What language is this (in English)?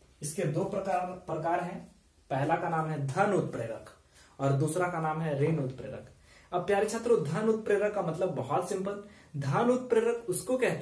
Hindi